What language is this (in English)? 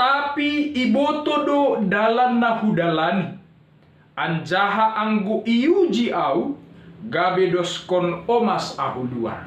Batak Simalungun